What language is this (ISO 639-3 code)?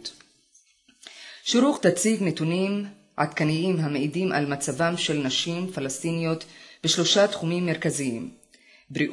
heb